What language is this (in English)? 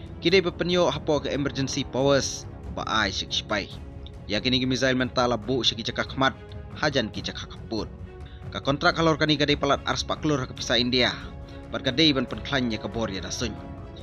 Khasi